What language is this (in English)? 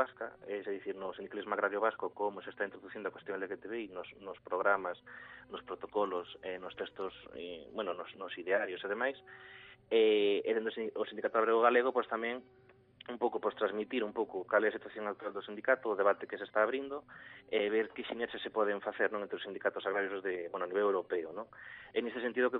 Galician